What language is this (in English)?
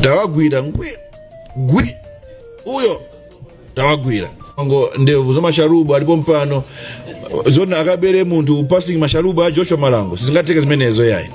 Nyanja